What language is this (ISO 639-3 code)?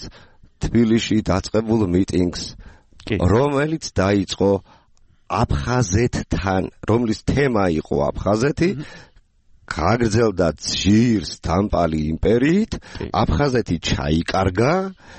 kat